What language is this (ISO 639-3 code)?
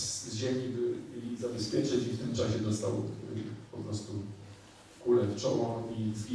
pol